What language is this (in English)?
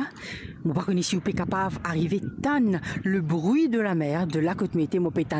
Morisyen